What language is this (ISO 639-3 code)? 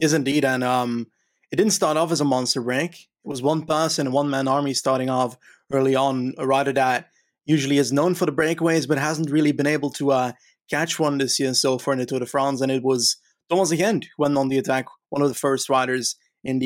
eng